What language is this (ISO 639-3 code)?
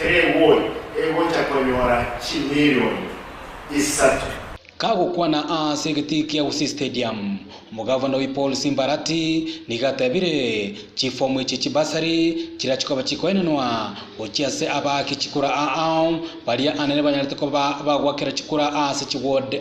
guz